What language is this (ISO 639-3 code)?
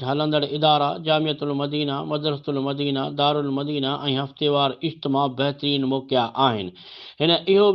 snd